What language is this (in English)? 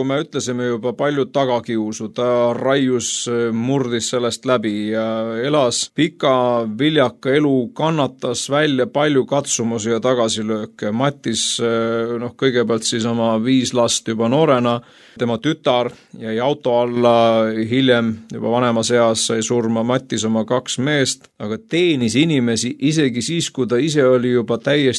Estonian